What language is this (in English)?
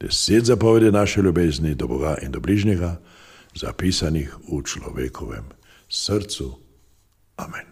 Slovenian